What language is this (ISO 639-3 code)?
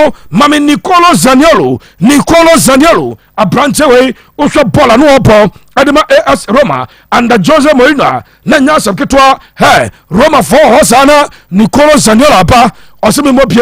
aka